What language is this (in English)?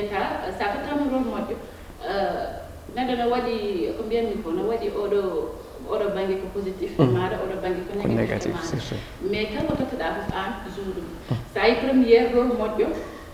Fula